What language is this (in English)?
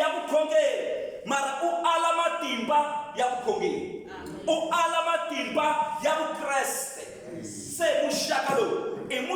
Tsonga